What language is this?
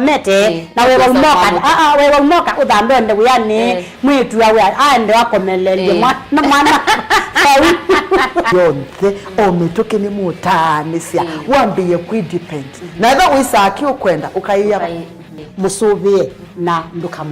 Kamba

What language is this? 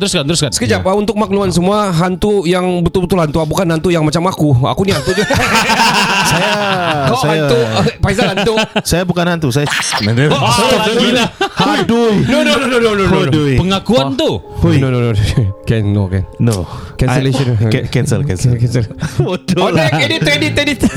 Malay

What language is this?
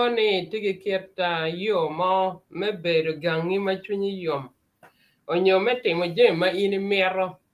Acoli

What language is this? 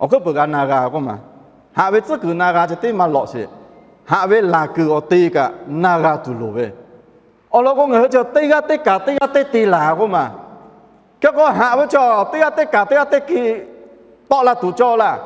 Lahu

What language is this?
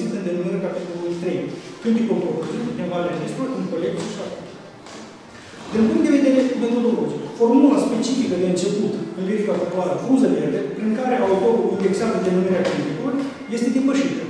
Romanian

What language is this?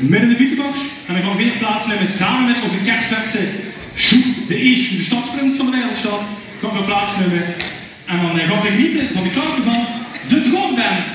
Limburgish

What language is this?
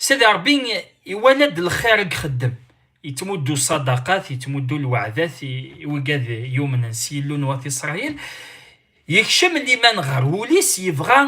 Kabyle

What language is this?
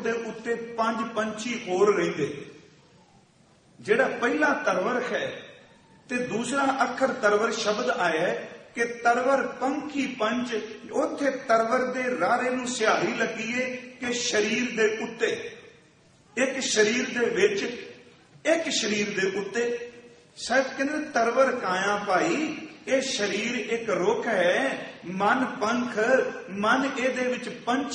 Punjabi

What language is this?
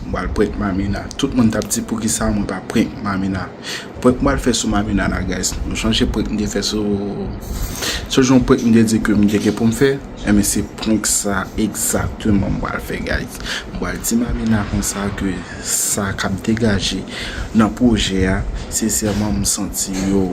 Haitian Creole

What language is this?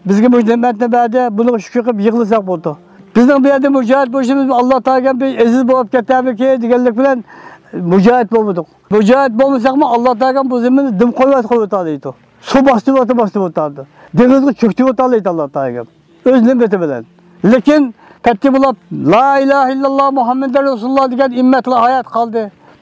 Uyghur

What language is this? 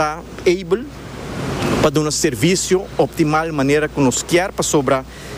Papiamento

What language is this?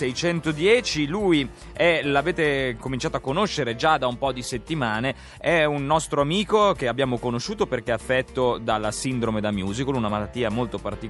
Italian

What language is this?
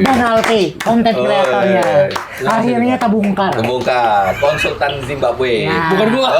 Banjar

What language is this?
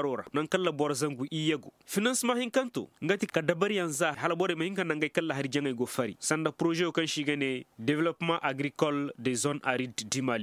Koyraboro Senni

